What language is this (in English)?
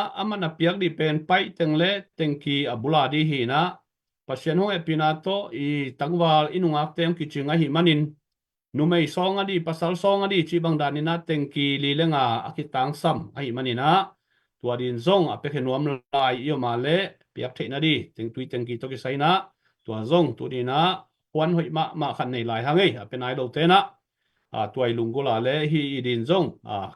Tedim Chin